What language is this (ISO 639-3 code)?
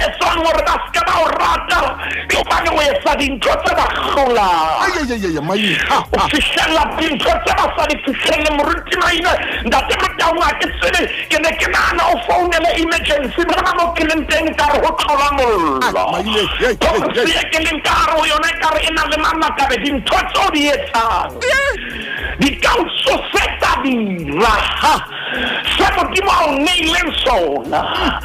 sot